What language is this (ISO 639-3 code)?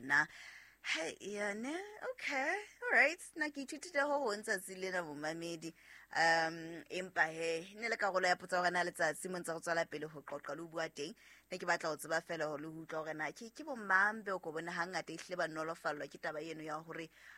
sot